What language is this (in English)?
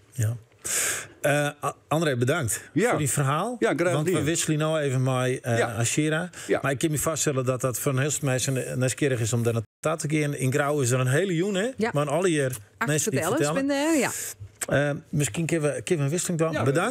Western Frisian